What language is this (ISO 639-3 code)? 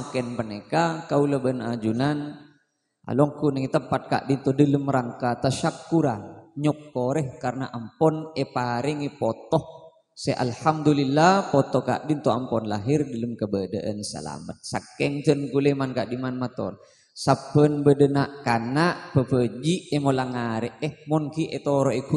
mad